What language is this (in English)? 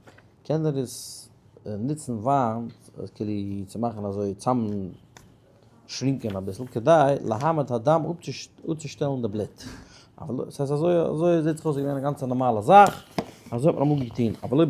Yiddish